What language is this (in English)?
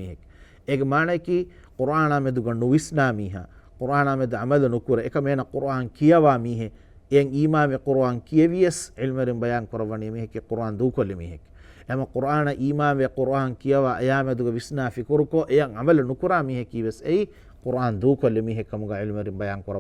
Divehi